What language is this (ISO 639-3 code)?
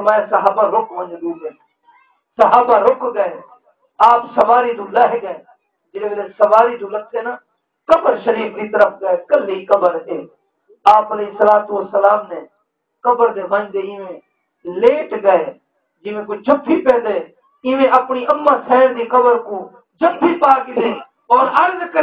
skr